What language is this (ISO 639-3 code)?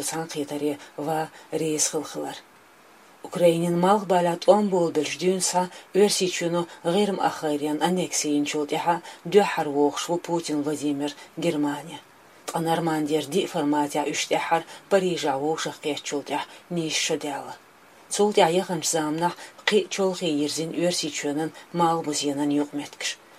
che